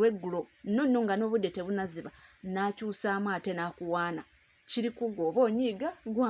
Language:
Ganda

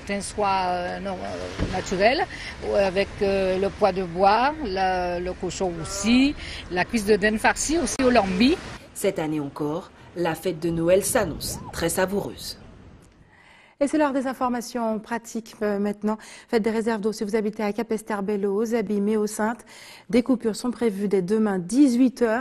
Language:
French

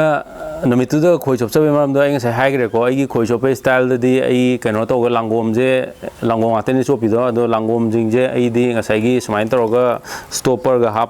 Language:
Manipuri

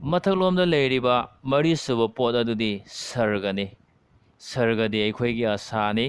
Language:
Manipuri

